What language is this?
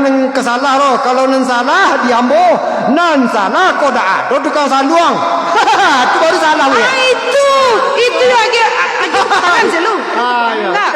Minangkabau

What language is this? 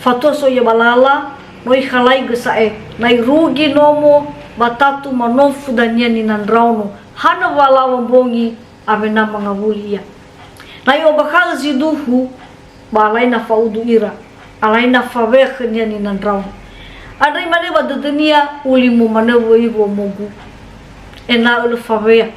Nias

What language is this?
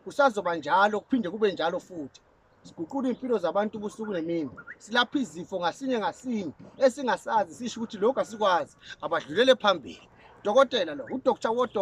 Zulu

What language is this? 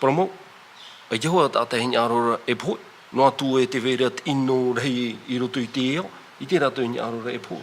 Tahitian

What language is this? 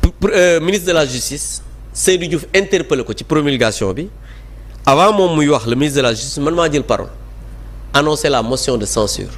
Wolof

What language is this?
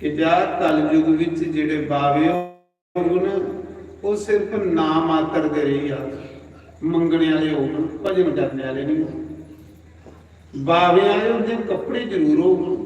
Dogri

